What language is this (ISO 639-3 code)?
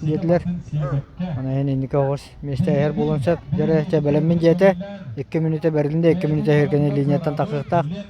sah